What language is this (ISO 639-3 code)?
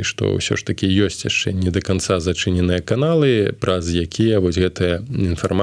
bel